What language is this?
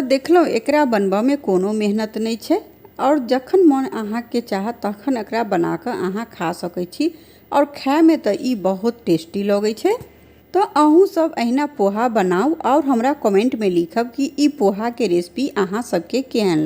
Maithili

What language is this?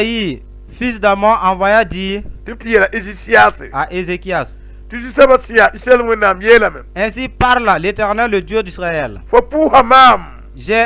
Mossi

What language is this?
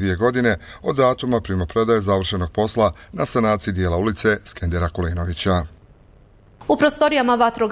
Bosnian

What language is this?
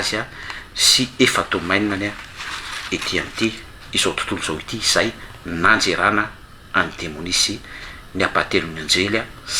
Malagasy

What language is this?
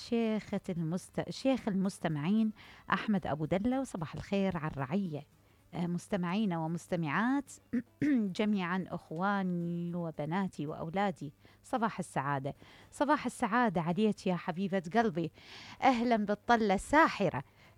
Mesopotamian Arabic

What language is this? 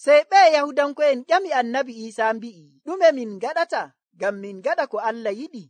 Nigerian Fulfulde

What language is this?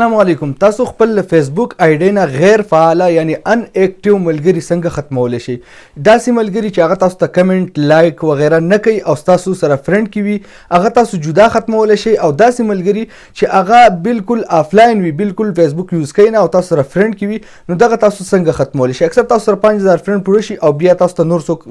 Pashto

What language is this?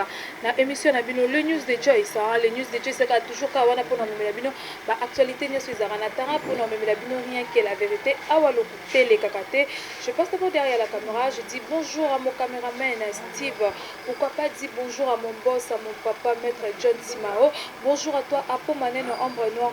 Lingala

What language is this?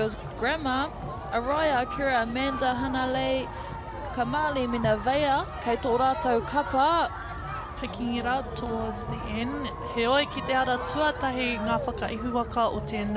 Māori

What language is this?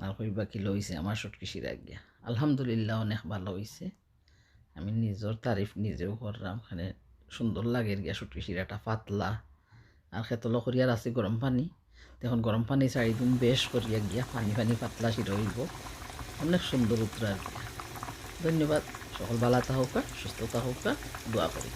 Sylheti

